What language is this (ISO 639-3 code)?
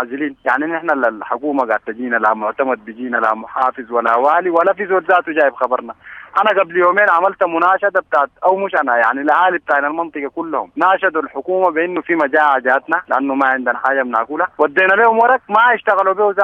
apd